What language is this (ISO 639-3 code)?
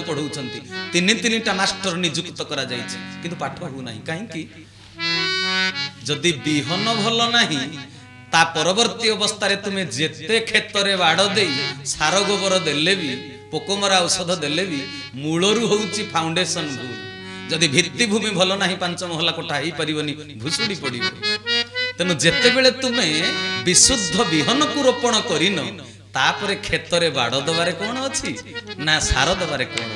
ori